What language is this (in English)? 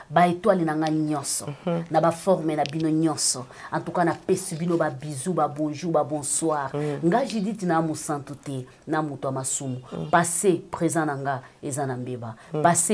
Lingala